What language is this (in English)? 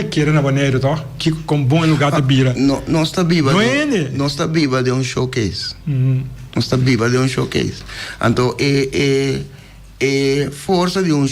Papiamento